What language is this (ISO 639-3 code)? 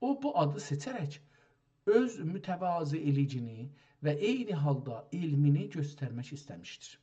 azb